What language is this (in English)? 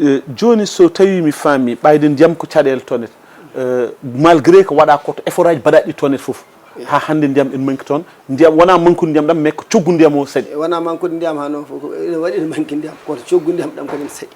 Fula